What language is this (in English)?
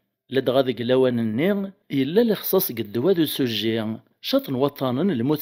Kabyle